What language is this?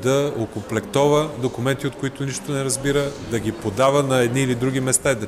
Bulgarian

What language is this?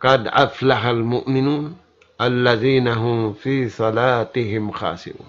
Tausug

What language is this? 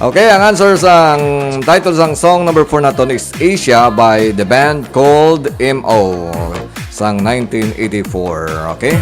Hiligaynon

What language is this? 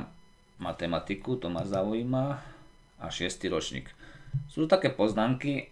Slovak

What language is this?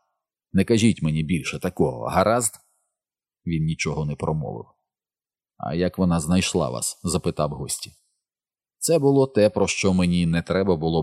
Ukrainian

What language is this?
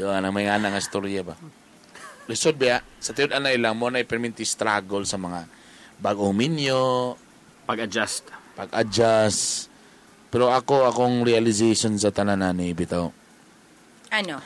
Cebuano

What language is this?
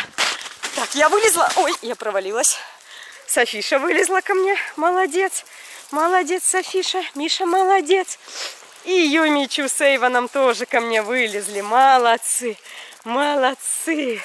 Russian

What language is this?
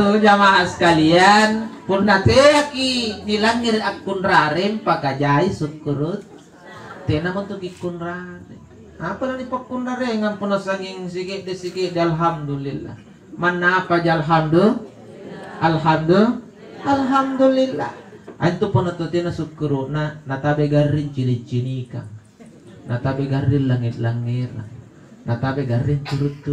Makasar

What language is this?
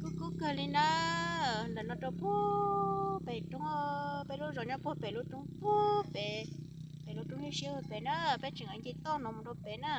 Hmong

